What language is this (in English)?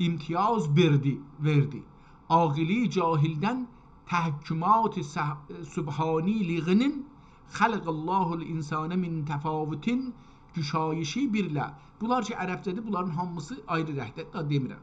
South Azerbaijani